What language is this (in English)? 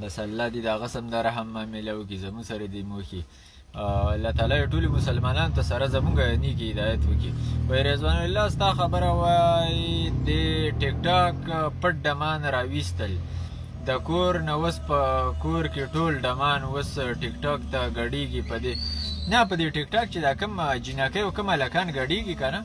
Pashto